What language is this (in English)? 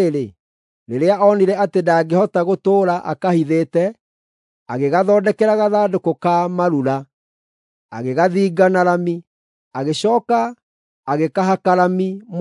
Kikuyu